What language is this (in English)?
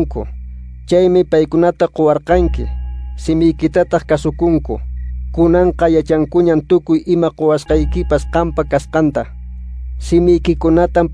Quechua